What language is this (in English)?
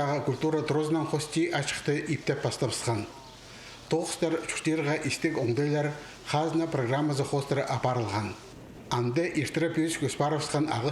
Khakas